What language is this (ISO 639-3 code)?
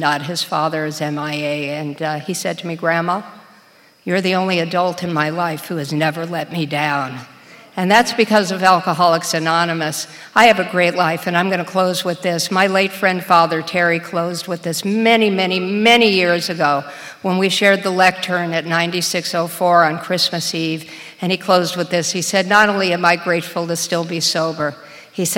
eng